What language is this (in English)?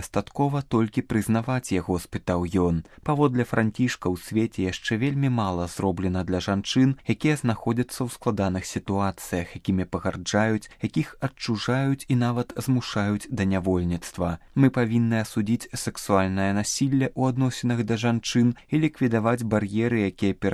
Belarusian